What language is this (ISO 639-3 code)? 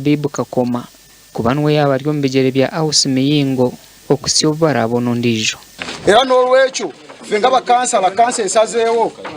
nyn